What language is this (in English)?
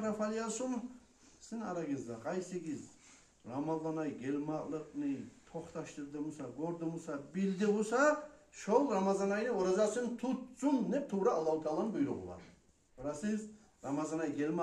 Kumyk